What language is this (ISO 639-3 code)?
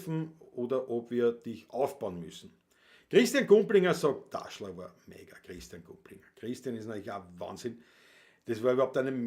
bar